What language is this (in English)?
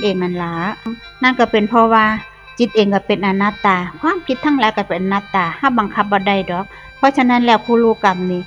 Northeastern Thai